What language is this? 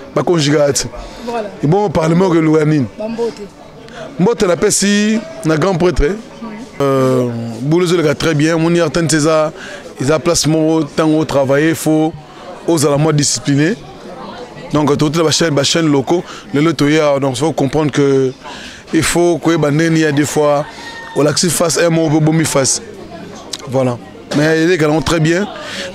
Lingala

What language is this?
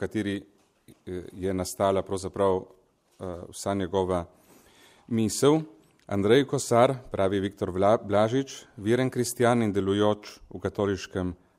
Slovenian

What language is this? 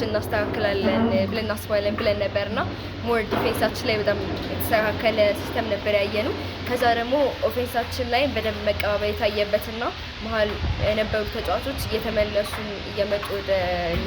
Amharic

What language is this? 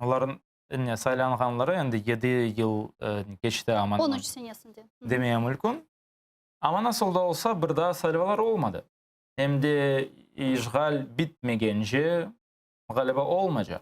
Crimean Tatar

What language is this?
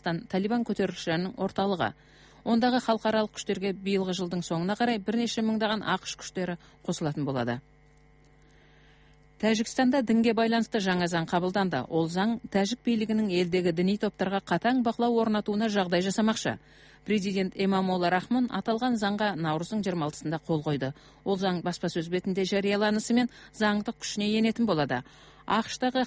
Kazakh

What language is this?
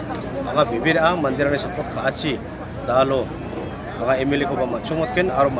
Garo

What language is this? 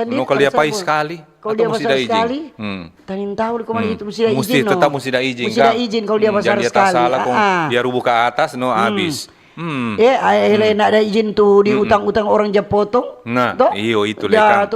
Manado Malay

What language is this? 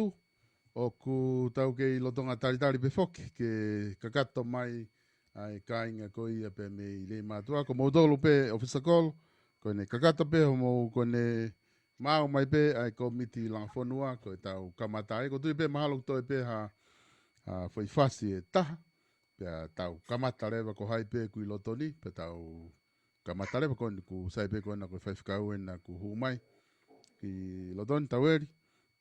Tongan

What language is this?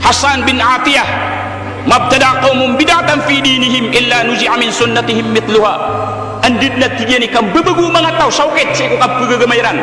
Maranao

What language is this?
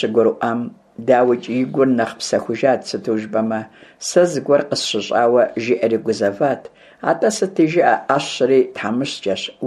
Kabardian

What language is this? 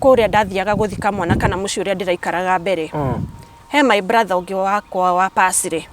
Kikuyu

